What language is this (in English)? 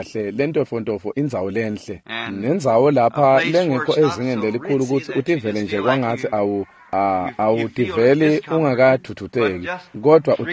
Swati